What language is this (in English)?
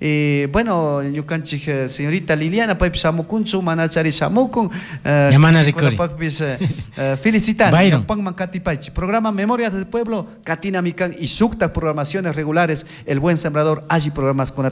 Chimborazo Highland Quichua